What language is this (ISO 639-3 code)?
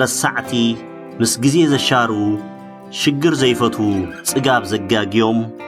tir